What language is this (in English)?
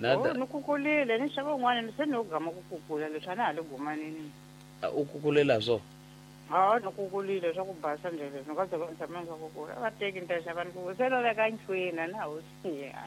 Tsonga